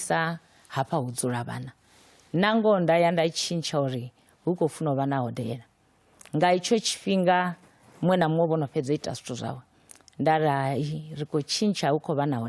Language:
Venda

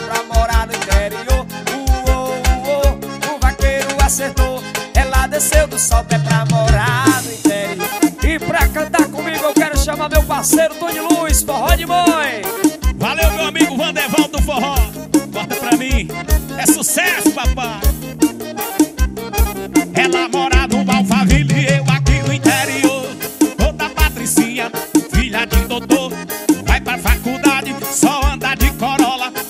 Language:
Portuguese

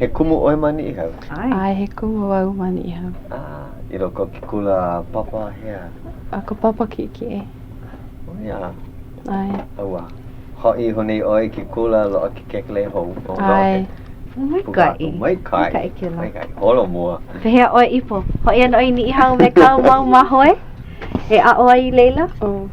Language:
Hawaiian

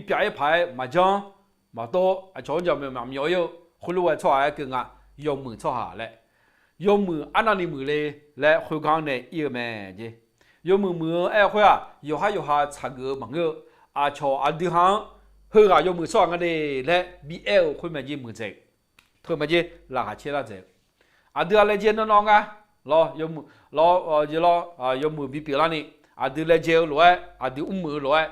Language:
Akha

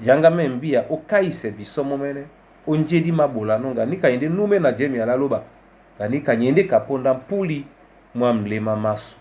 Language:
Duala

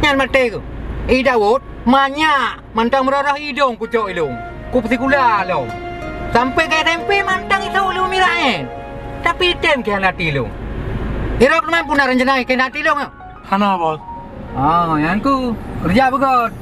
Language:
Achinese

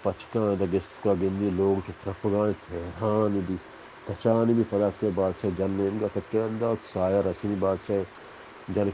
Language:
Baluchi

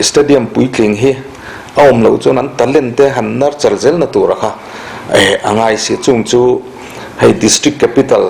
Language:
Mizo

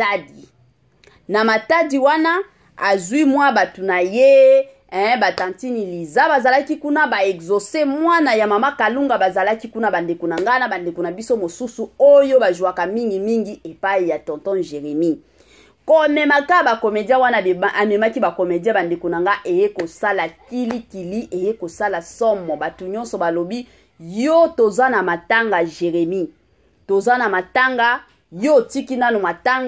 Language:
Lingala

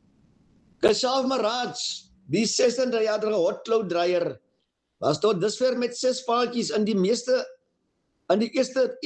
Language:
Afrikaans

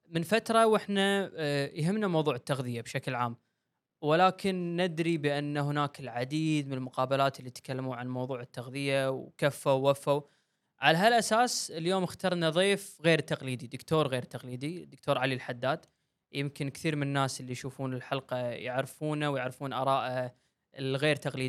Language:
Gulf Arabic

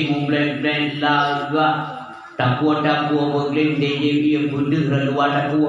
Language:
Achinese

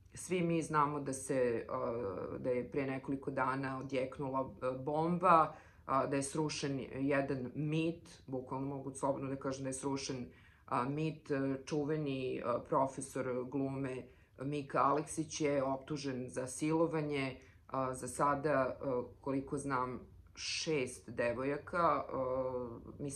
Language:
Serbian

